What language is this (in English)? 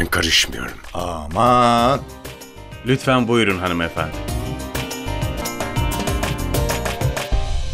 Turkish